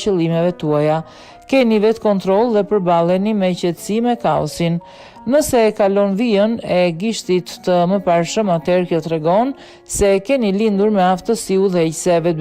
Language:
Albanian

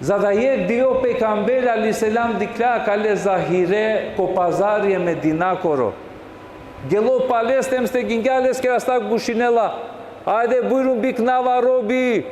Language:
Balkan Romani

